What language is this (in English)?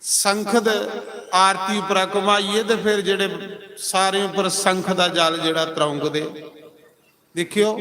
Dogri